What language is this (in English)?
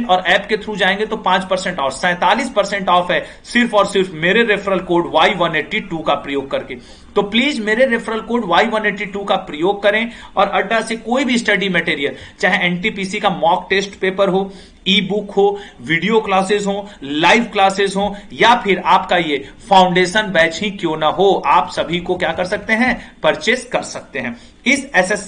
Hindi